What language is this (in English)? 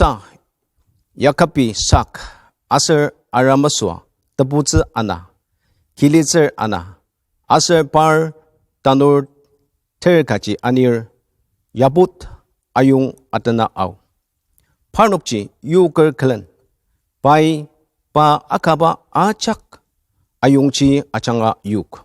Ao Naga